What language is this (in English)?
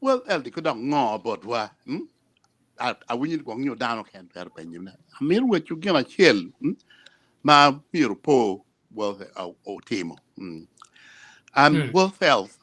Acoli